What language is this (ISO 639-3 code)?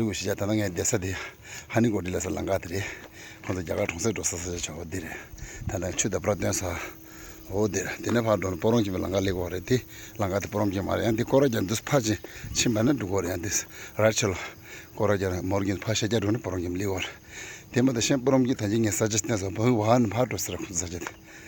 bod